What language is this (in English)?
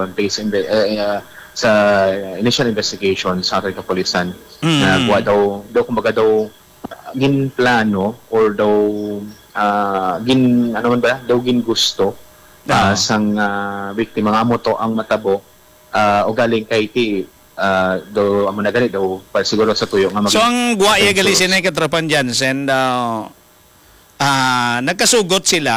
Hiligaynon